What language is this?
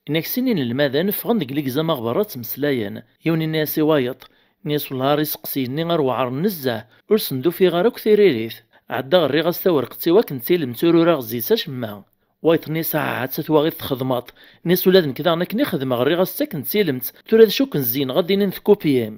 Kabyle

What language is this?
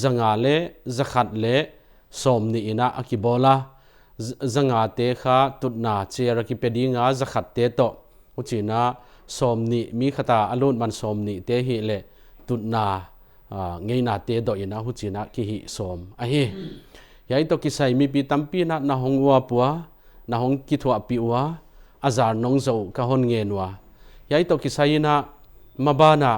Paite Chin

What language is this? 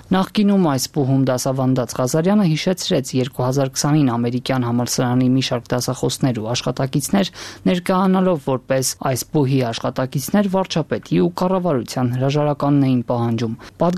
Armenian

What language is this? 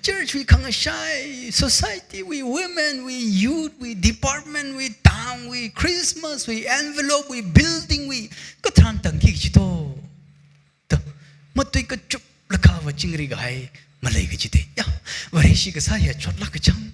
Tangkhul Naga (India)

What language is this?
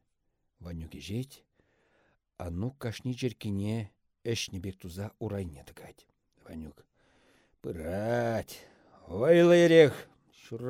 Chuvash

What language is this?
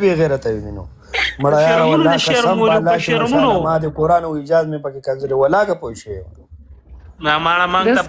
Pashto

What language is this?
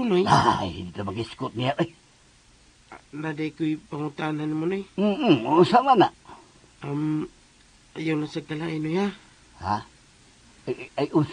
Cebuano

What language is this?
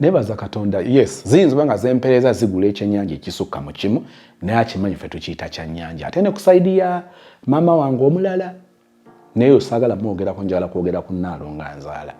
Ganda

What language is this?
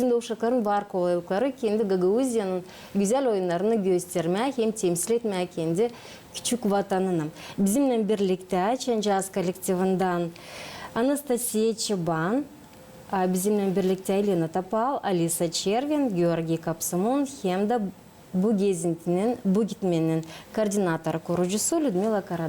Gagauz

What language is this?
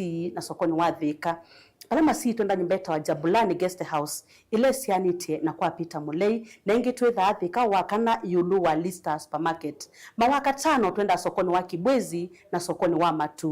Kamba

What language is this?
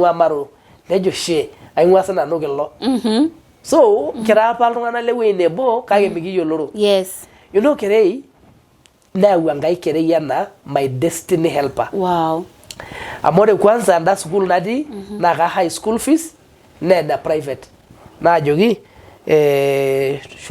Masai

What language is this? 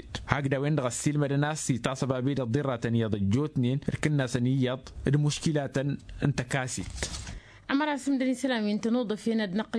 Tamasheq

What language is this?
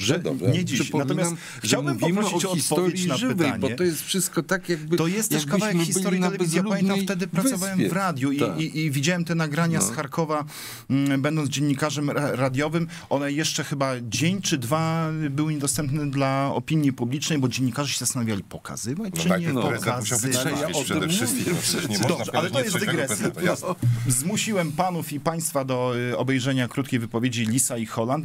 Polish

